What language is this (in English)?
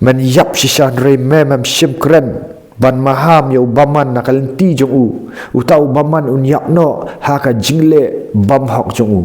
Khasi